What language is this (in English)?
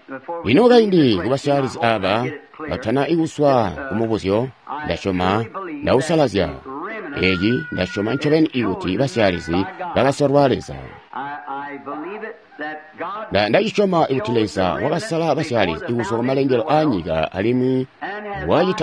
Tonga (Zambia)